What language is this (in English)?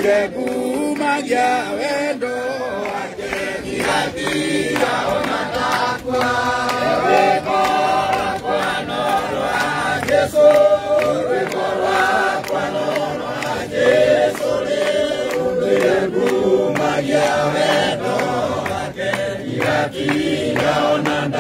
Kikuyu